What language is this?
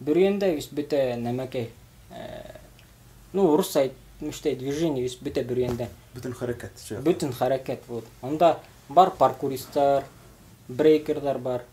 Bashkir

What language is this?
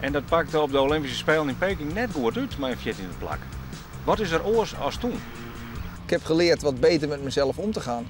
Western Frisian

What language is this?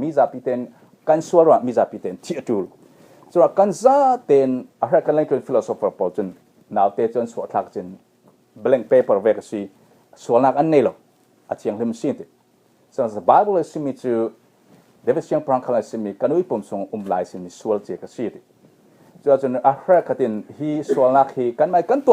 Falam Chin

